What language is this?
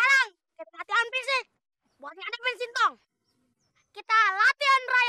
Betawi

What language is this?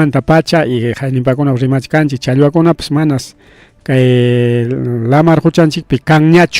Ayacucho Quechua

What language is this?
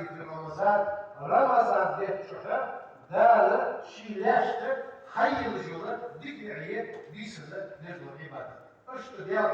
Ingush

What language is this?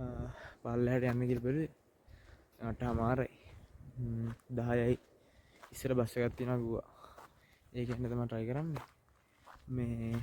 Sinhala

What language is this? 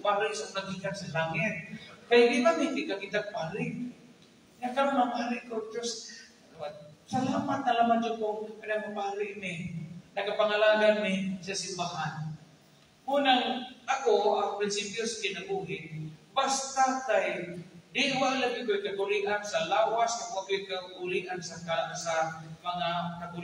Cebuano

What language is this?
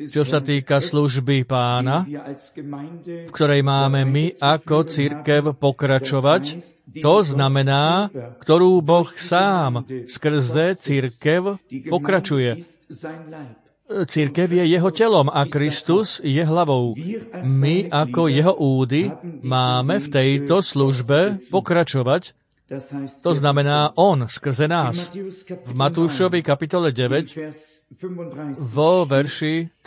Slovak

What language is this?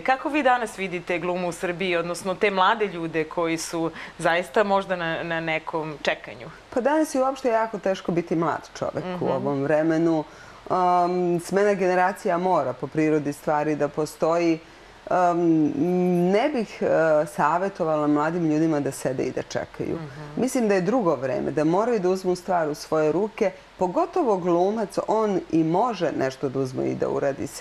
Serbian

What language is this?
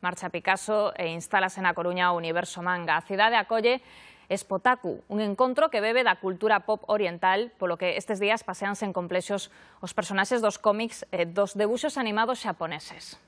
Galician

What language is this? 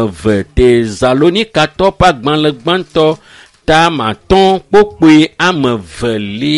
Ewe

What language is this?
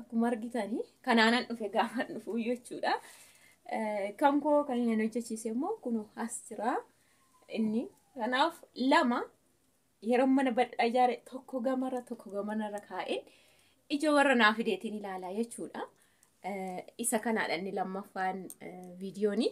Oromo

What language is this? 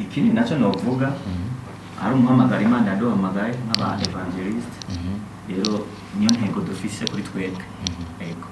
Rundi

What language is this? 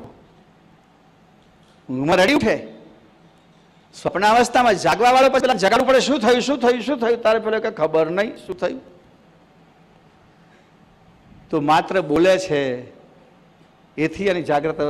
Gujarati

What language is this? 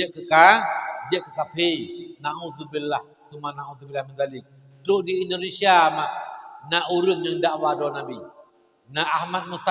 Achinese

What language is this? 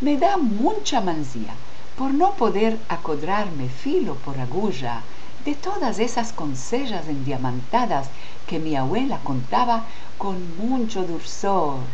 Ladino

